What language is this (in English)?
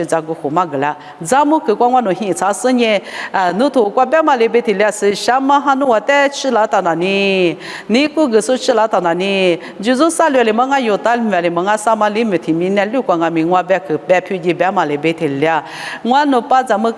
Lisu